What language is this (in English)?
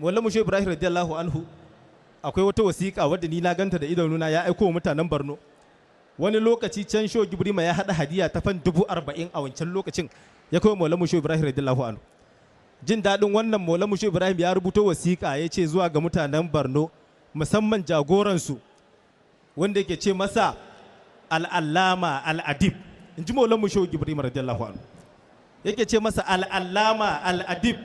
Hausa